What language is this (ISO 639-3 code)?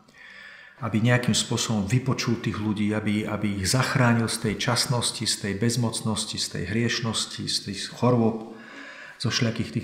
slk